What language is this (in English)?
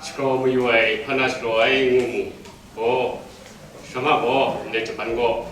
Kachin